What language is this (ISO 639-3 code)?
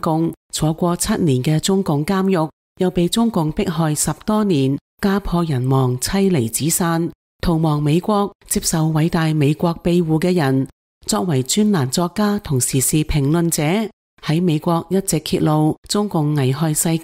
yue